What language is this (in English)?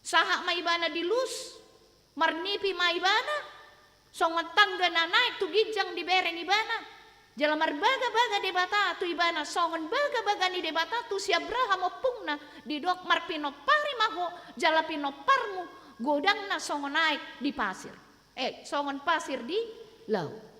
Batak Toba